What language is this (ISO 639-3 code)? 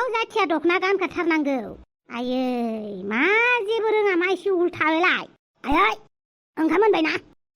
brx